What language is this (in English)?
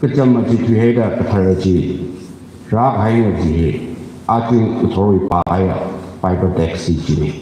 Tangkhul Naga (India)